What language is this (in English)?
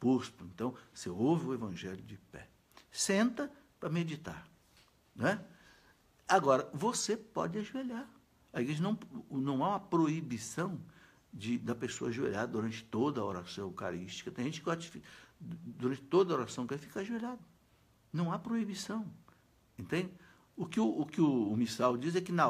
Portuguese